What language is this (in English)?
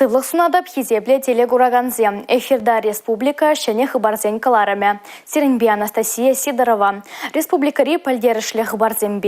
Chuvash